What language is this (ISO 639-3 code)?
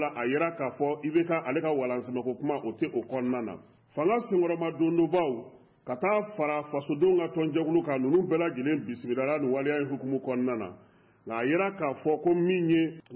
bam